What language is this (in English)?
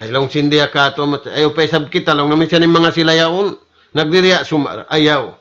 Tausug